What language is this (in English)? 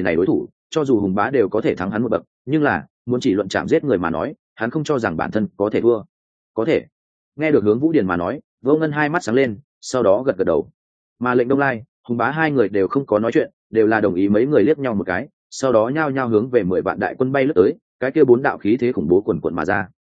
Vietnamese